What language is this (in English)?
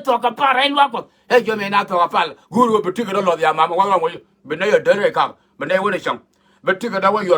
Nuer